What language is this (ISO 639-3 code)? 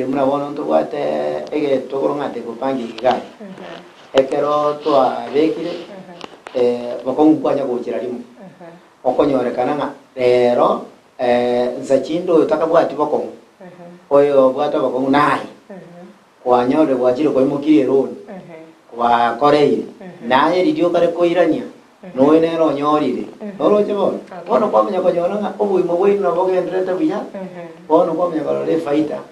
guz